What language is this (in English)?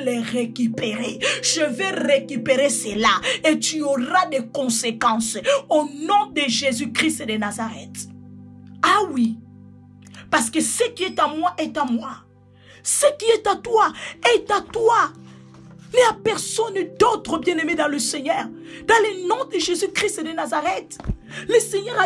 French